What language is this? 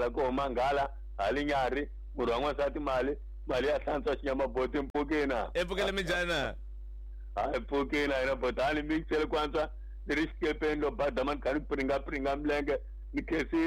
Tsonga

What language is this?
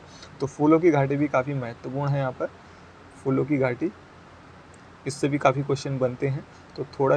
Hindi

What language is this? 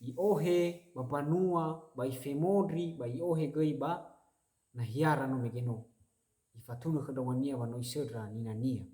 Nias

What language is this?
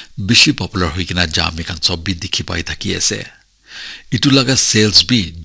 Naga Pidgin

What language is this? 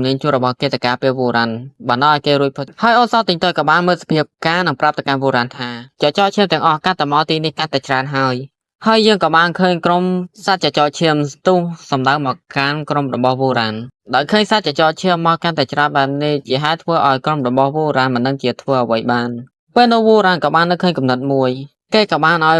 Khmer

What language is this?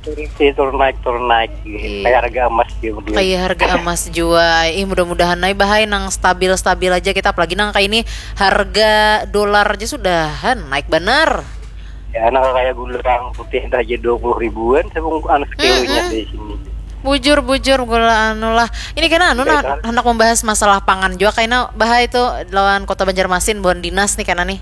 Banjar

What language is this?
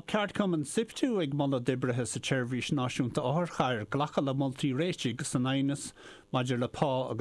Irish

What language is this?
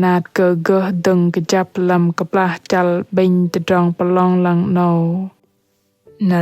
Bahnar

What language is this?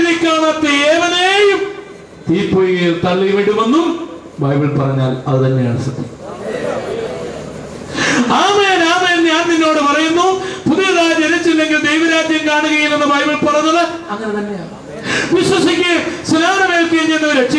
Malayalam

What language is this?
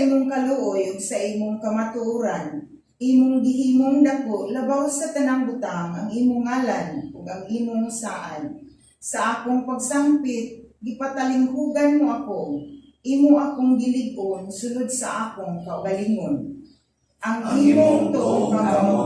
Cebuano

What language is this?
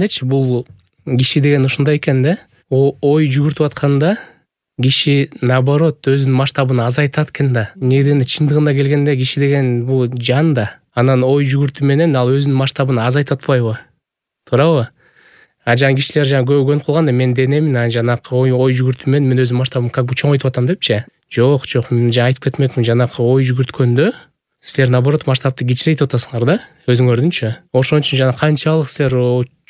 Kyrgyz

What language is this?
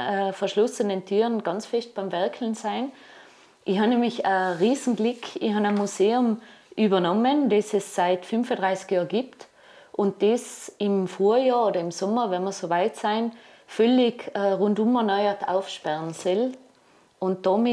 German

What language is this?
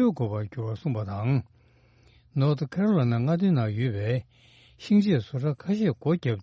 Tibetan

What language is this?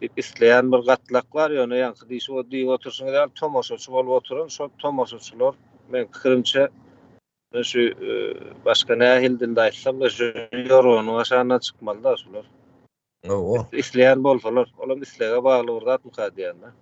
Turkmen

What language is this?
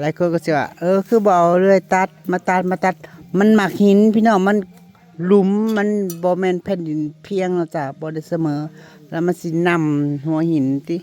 Northeastern Thai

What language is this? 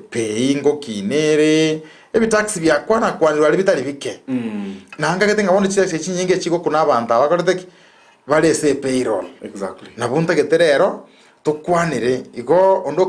Gusii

